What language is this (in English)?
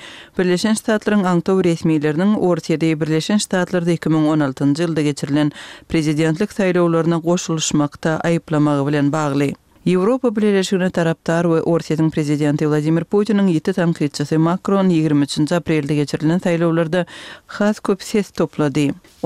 Turkmen